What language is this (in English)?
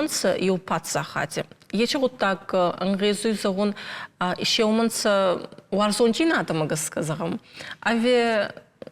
Ossetic